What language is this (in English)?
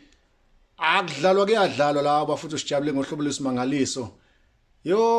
Zulu